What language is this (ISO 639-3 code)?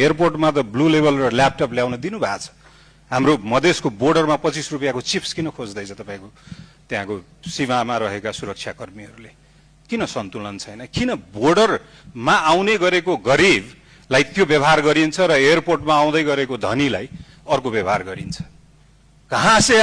nep